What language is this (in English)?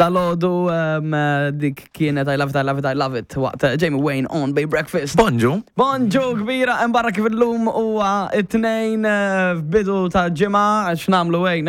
Maltese